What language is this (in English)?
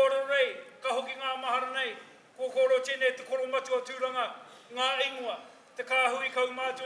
Māori